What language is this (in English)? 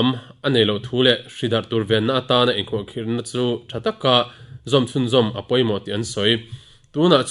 Mizo